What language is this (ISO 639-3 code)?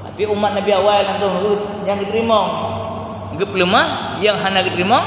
ace